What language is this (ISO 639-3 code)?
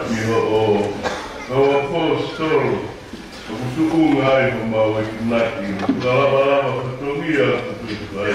ton